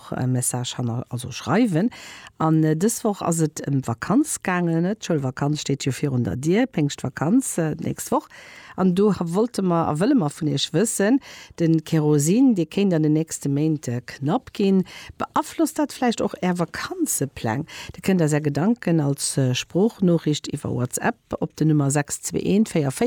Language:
Luxembourgish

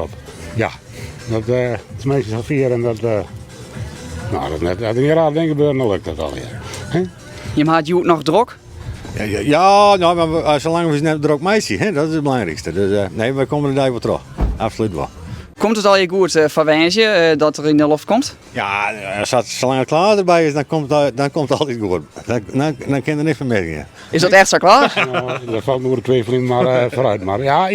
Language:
Western Frisian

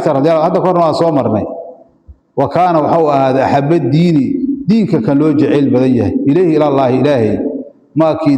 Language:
Somali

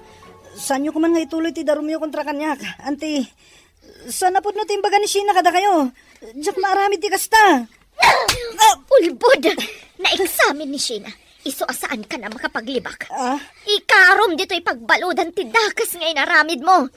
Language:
Iloko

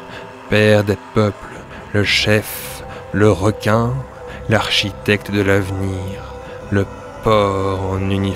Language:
French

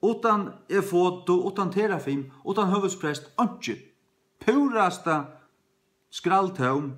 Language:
Faroese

